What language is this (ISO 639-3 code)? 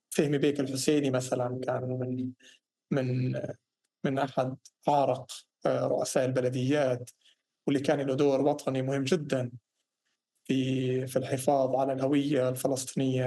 apc